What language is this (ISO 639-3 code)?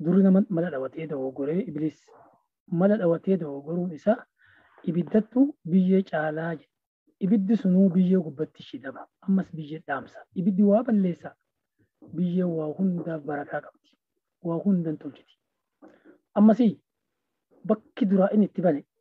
orm